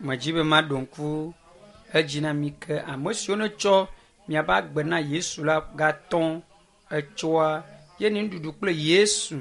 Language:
Ewe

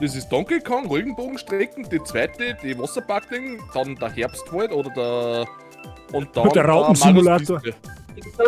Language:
Bavarian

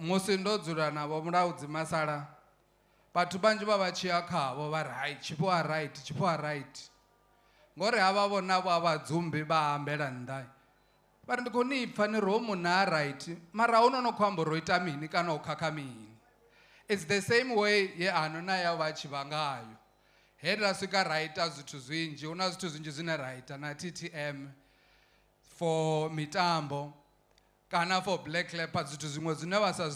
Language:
Venda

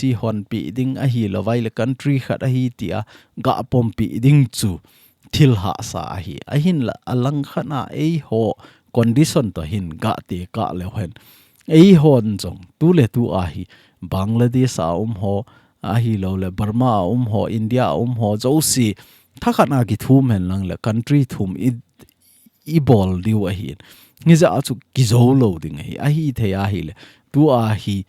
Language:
Thado Chin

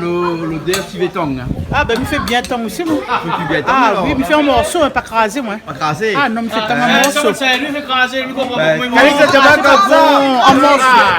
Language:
Réunion Creole French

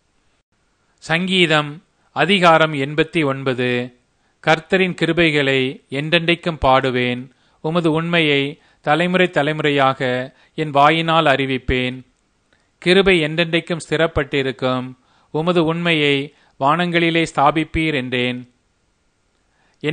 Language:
Tamil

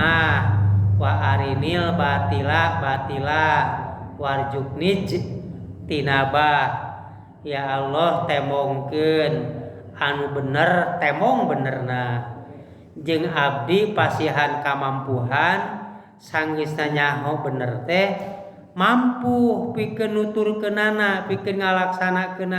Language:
Sundanese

